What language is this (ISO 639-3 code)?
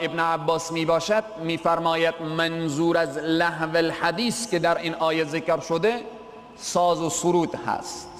fas